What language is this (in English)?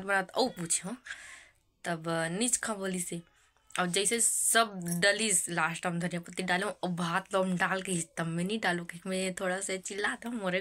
Chhattisgarhi